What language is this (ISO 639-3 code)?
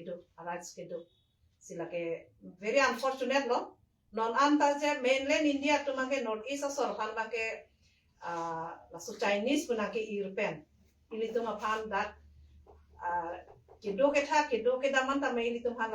mjw